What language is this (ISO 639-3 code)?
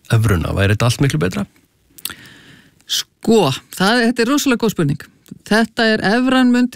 isl